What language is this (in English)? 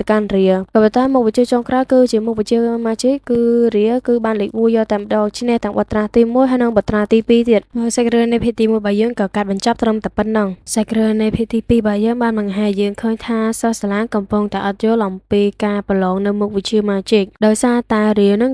Khmer